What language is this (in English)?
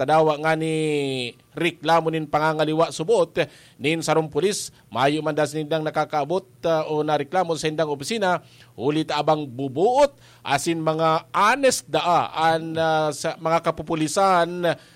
Bikol